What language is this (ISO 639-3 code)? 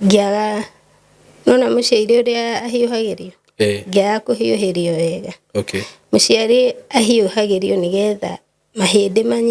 kik